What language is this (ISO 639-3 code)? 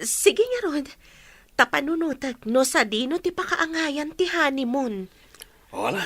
ilo